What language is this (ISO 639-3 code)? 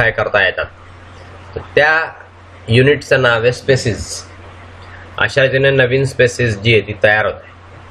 mar